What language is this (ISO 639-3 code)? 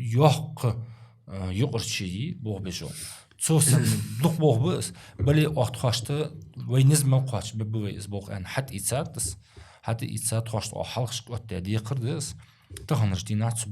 inh